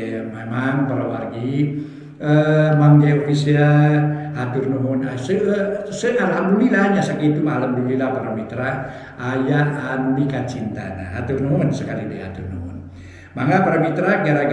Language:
Sundanese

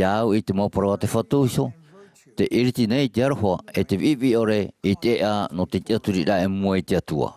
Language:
Tahitian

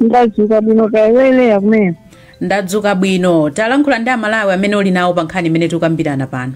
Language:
Nyanja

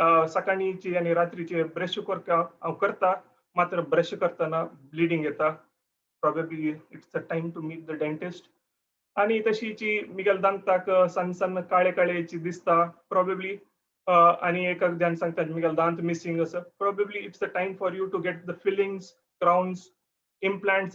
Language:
Konkani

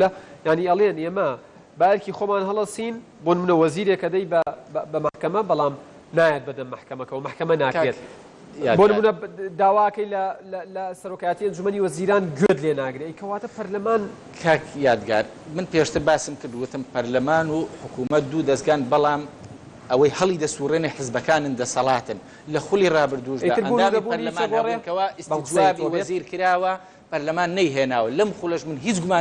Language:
Central Kurdish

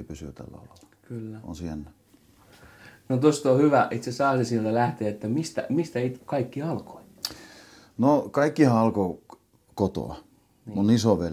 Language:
Finnish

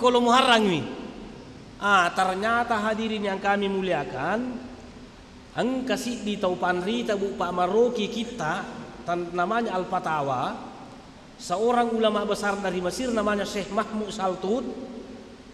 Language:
Buginese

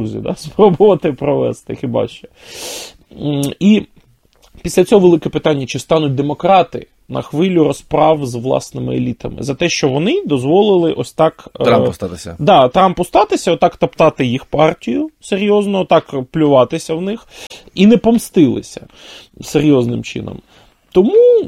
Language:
Ukrainian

